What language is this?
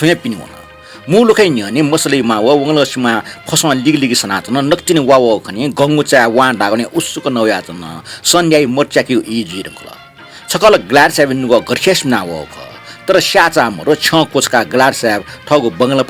Newari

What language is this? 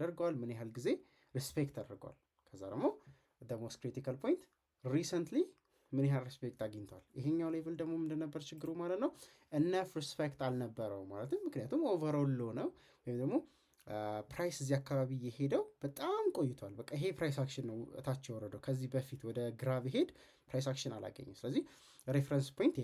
Amharic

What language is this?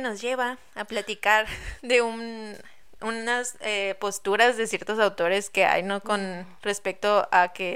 Spanish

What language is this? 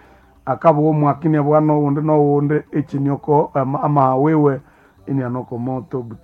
Nande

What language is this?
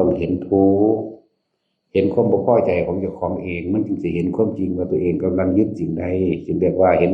Northeastern Thai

